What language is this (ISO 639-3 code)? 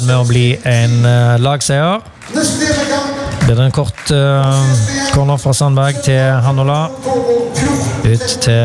nor